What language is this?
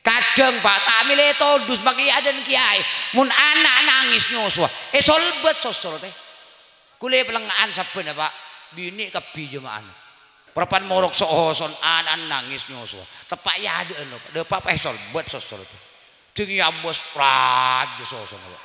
Madurese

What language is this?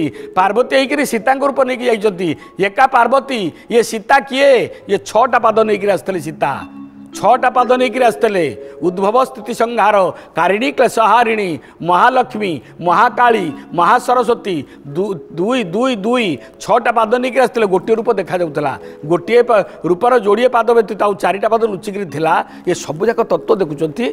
Odia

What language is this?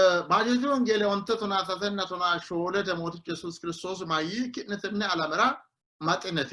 Sidamo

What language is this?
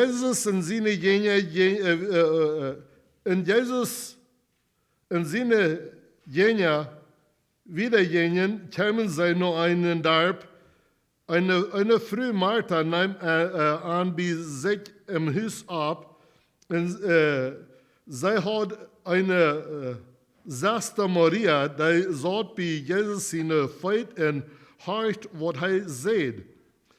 Plautdietsch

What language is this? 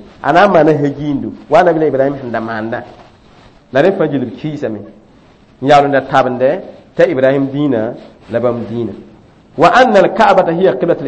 Mossi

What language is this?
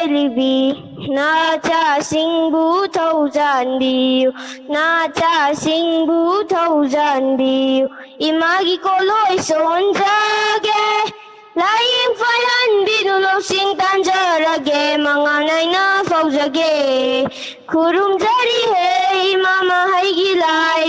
Manipuri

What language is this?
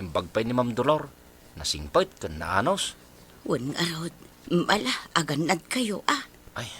Iloko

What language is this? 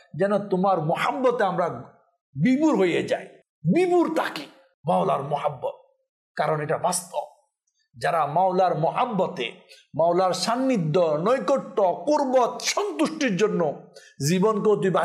Bangla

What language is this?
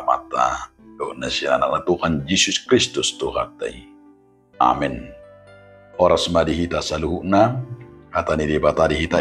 Batak Toba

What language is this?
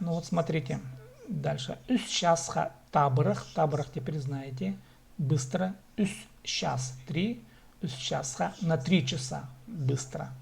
Khakas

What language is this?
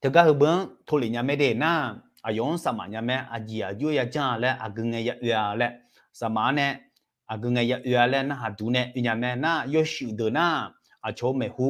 Akha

